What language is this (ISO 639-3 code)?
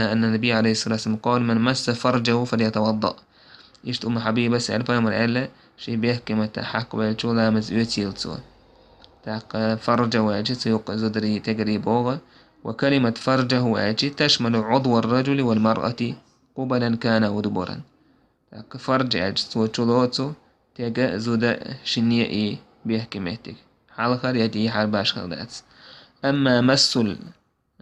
che